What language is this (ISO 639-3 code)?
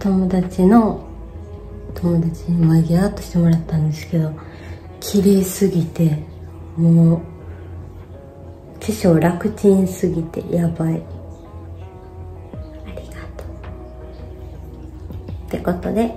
jpn